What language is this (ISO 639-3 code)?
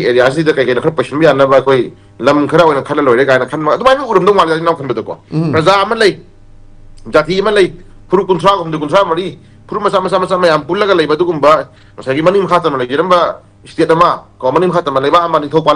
mni